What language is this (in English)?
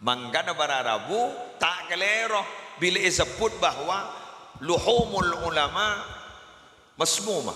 Madurese